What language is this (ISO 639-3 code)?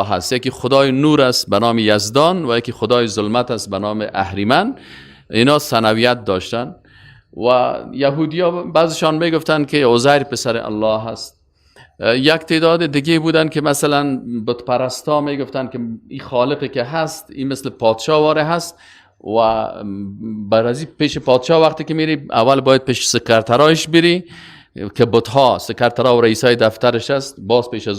fas